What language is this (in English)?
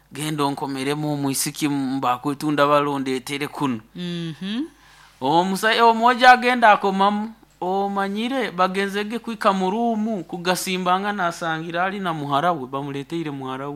Nyoro